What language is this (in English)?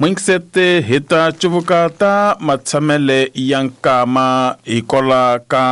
Tsonga